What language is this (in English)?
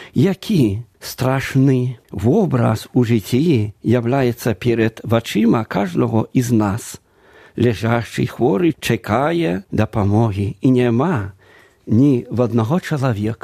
Belarusian